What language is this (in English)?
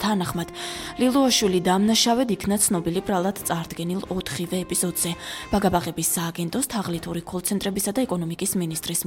Georgian